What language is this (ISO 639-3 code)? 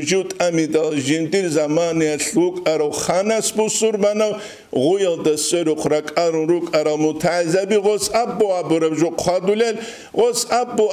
ava